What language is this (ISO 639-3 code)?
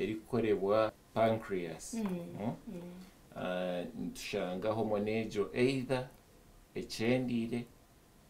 nyn